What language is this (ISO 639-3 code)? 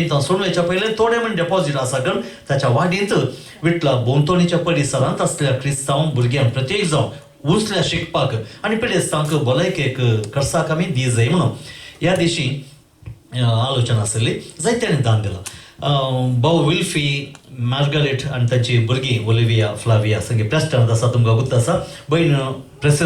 kok